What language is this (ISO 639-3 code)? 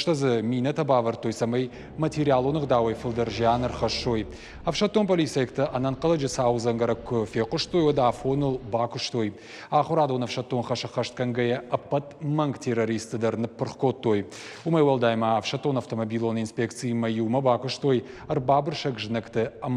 oss